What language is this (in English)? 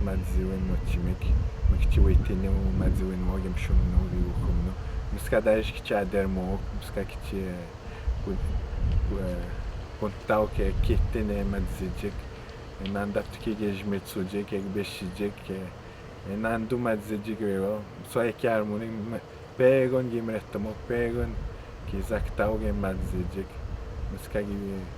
Atikamekw